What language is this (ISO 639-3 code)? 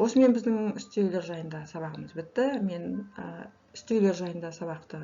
kaz